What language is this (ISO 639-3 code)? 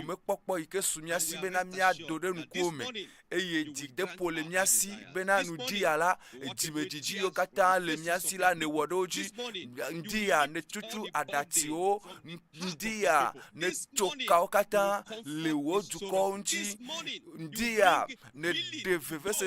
ewe